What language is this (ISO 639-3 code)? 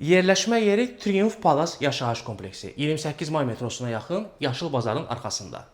aze